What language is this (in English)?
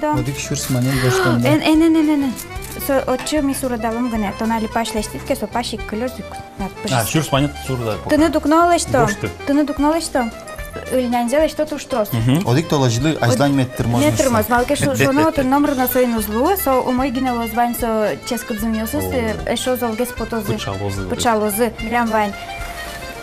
Udmurt